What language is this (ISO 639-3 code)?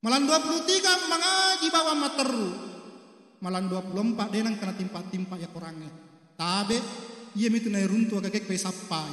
bug